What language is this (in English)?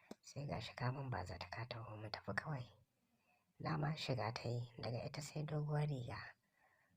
Hausa